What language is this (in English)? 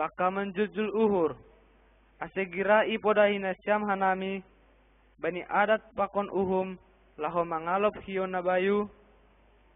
Batak Simalungun